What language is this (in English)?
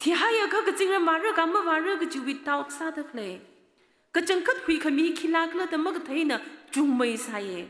Tangkhul Naga (India)